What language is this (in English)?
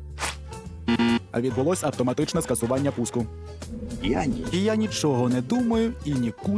Ukrainian